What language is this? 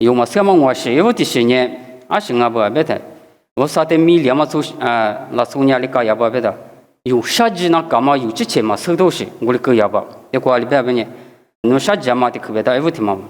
Lisu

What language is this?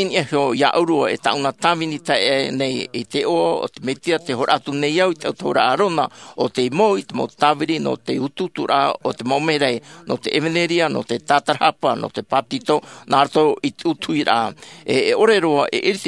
Tahitian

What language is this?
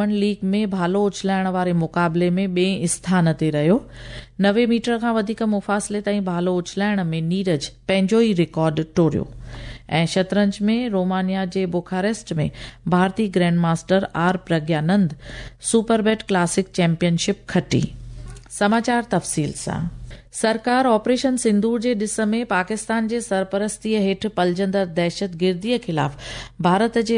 Sindhi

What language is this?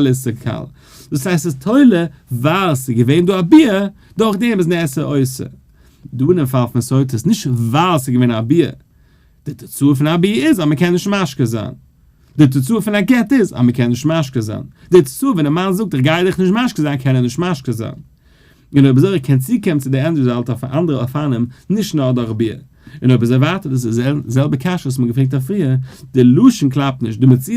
Yiddish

